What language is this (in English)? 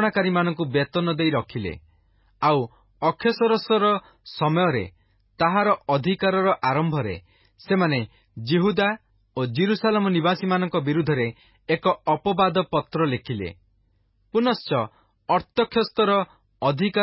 Odia